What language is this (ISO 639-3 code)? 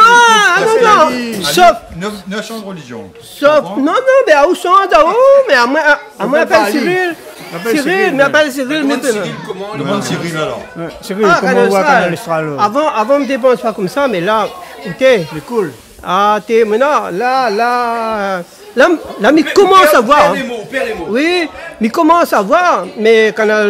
rcf